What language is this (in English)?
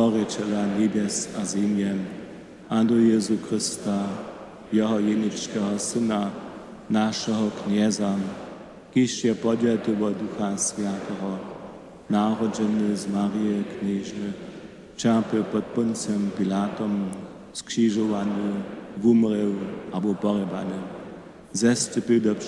Upper Sorbian